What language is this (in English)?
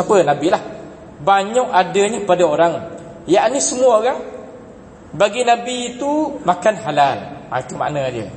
Malay